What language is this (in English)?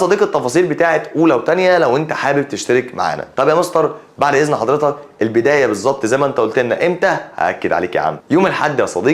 Egyptian Arabic